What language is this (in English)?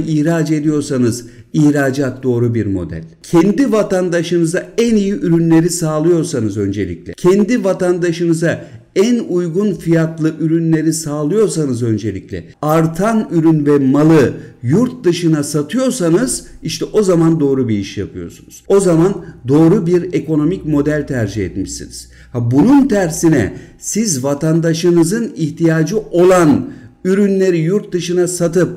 Turkish